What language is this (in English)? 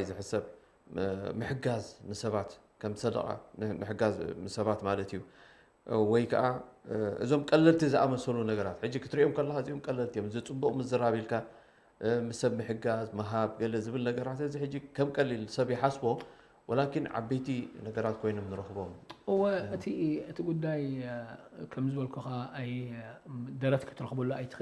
Tigrinya